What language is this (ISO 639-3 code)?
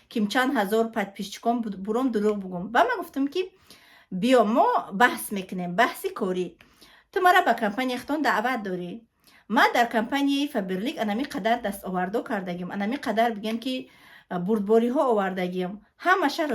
tgk